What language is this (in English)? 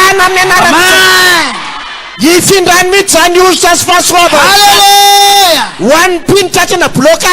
Malagasy